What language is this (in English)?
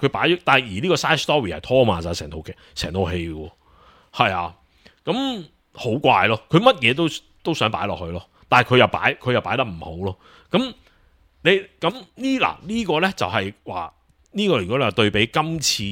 Cantonese